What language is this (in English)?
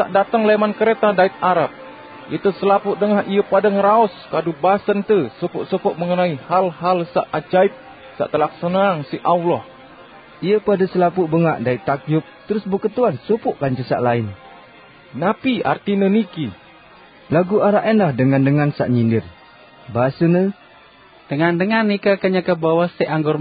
Sasak